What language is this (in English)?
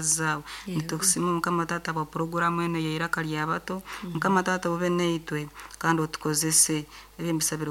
Nyankole